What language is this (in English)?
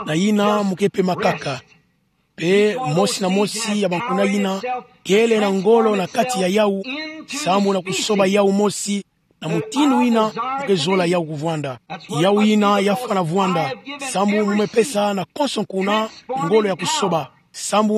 Kituba (Democratic Republic of Congo)